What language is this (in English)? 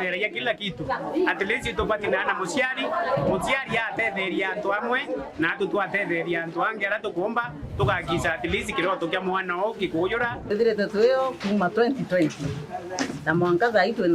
Meru